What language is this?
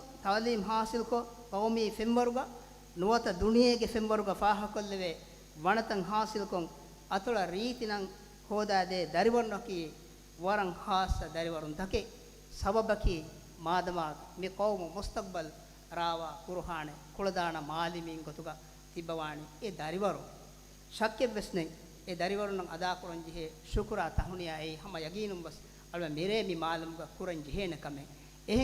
Divehi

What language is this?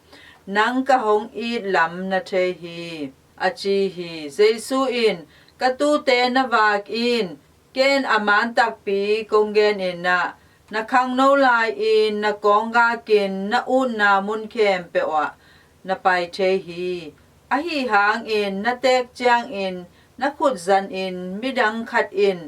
Tedim Chin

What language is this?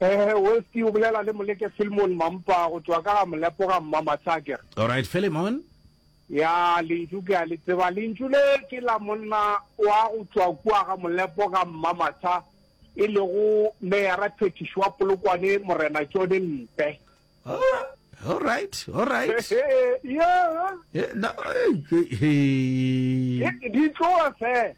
Northern Sotho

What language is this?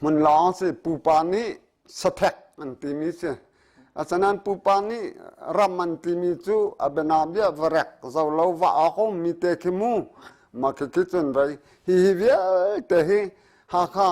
Hakha Chin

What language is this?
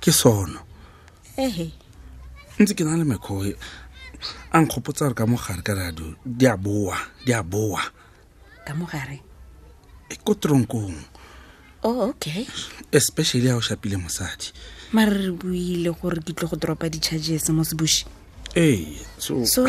Tswana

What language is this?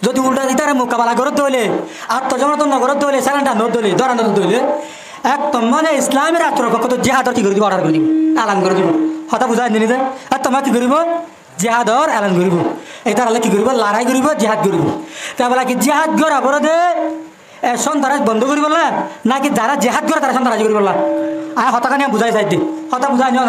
Rohingya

